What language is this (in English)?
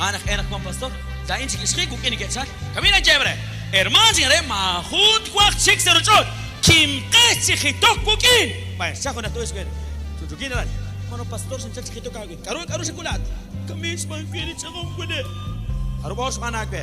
Kekchí